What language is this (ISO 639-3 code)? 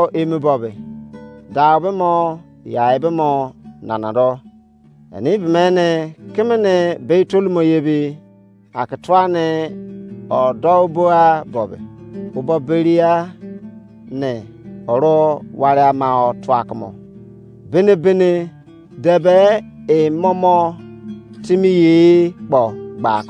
ijc